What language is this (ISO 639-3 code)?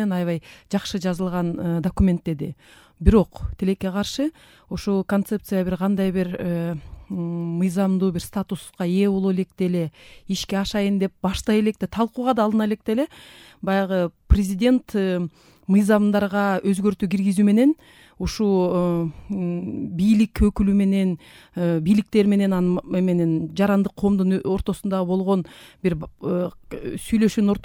kir